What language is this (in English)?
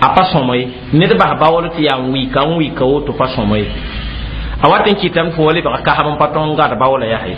Mossi